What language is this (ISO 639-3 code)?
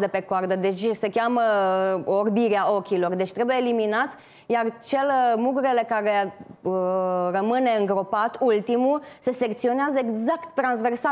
ron